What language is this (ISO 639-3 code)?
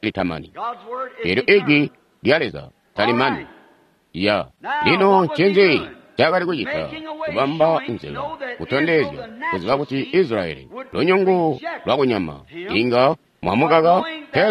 toi